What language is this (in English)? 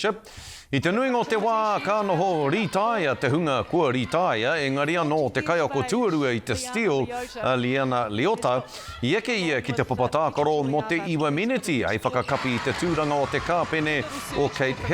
Māori